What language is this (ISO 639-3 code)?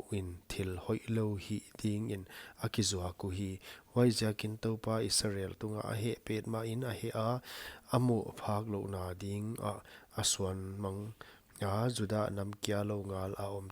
pck